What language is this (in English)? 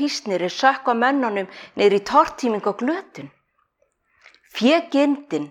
Icelandic